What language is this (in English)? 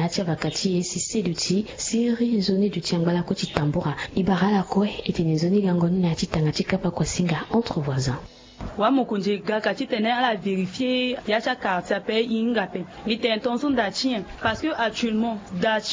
Sango